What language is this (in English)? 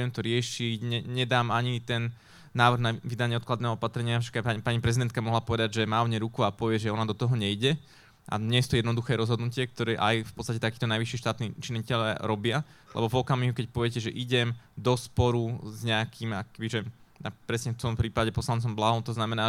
Slovak